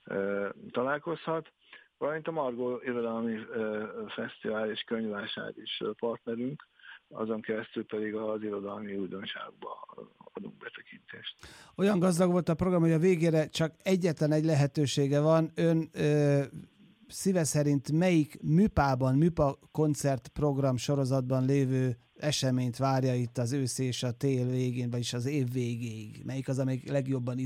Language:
Hungarian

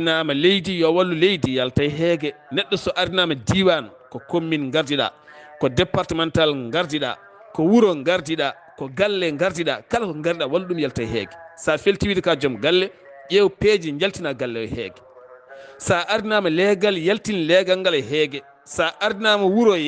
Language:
Fula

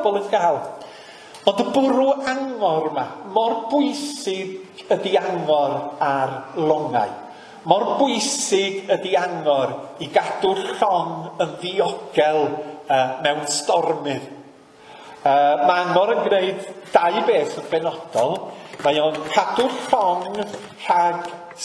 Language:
Welsh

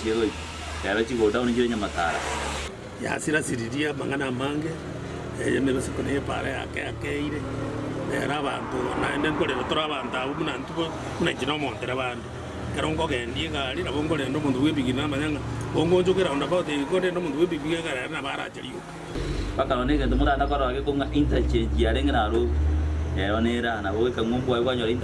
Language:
Gusii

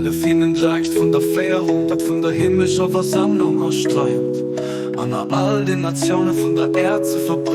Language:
Luxembourgish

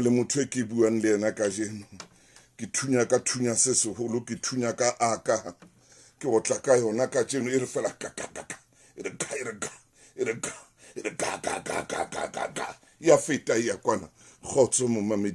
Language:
Southern Sotho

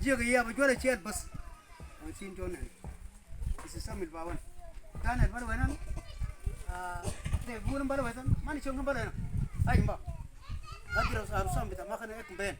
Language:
Mabaan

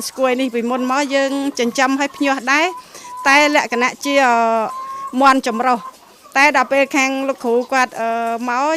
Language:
Khmer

